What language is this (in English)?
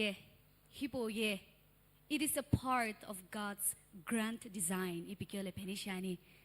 Sumi Naga